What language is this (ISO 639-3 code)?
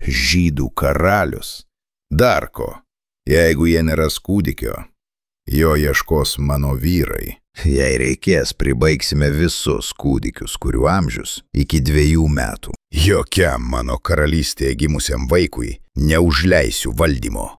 lit